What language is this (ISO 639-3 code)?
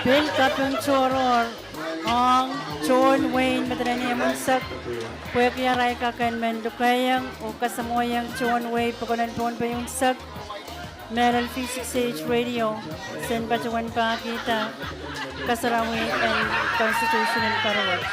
pon